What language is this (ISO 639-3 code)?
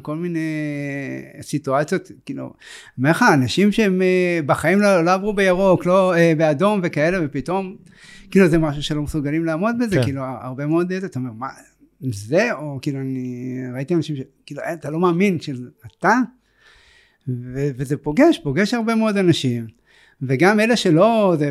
heb